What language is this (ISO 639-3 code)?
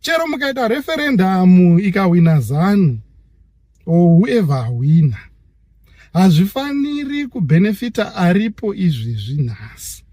sna